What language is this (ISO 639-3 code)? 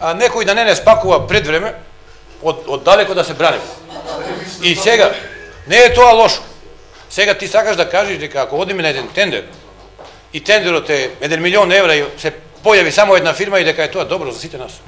mkd